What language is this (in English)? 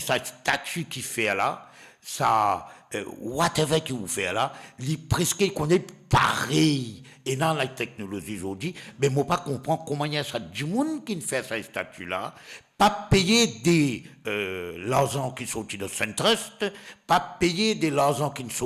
Morisyen